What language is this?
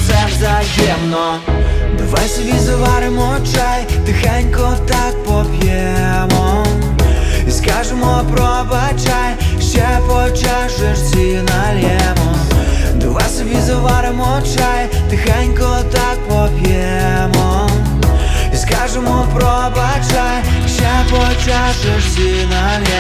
Ukrainian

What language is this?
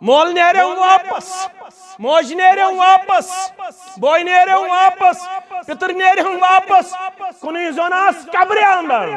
Kashmiri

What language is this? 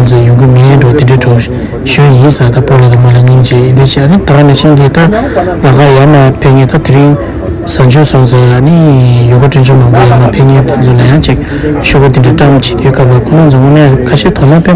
Tibetan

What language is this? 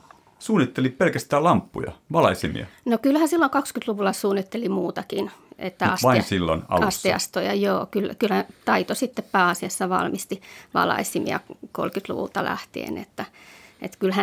Finnish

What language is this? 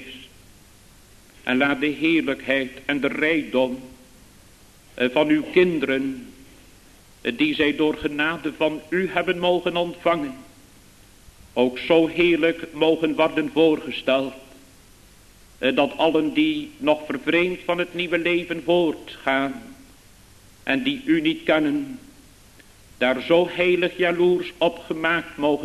Dutch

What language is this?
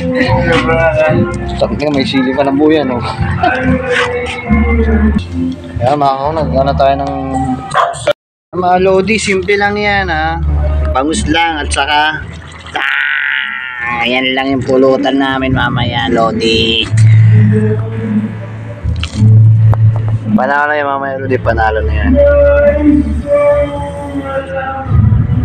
Filipino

